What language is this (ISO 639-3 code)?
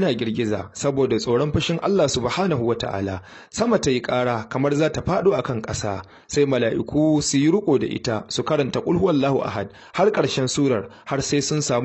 hau